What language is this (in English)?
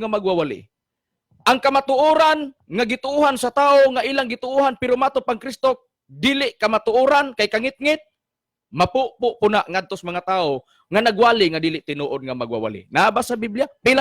Cebuano